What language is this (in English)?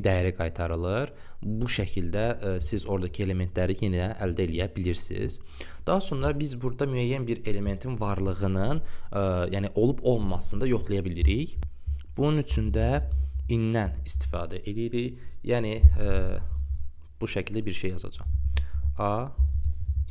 Azerbaijani